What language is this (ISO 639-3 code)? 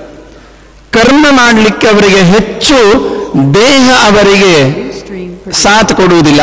kan